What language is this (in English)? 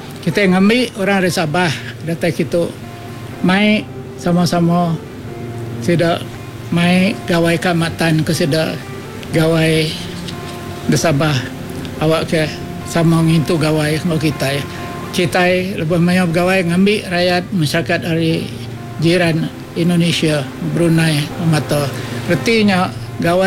Iban